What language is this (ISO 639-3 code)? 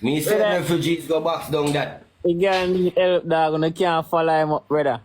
jam